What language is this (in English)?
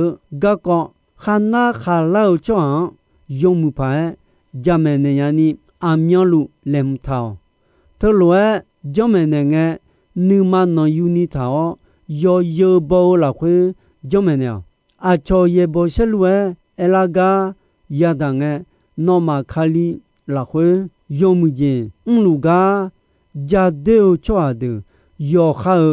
Akha